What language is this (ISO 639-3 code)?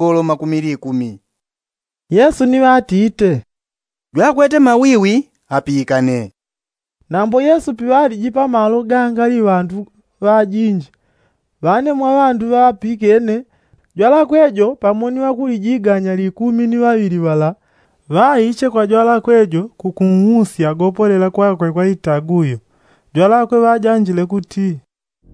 yao